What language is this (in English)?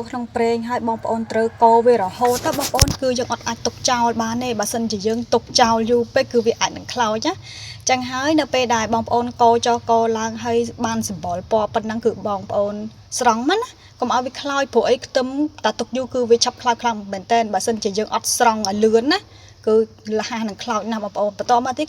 Khmer